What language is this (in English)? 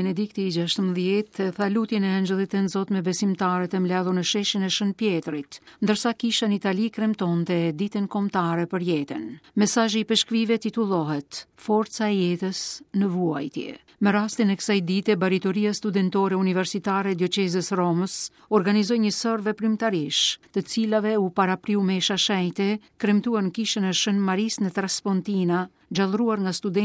Albanian